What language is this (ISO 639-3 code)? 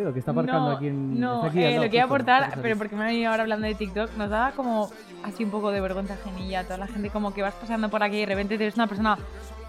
spa